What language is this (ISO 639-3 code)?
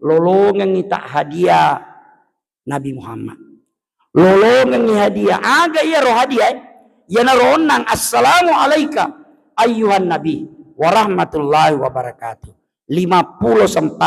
bug